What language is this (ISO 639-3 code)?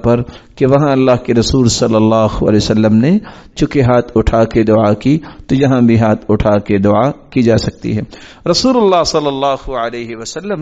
urd